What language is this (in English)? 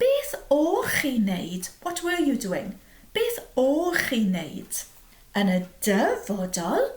Welsh